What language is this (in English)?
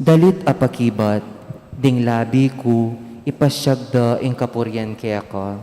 Pampanga